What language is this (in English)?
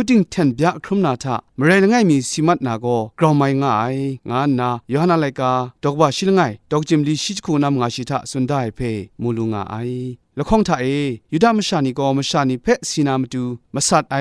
Kachin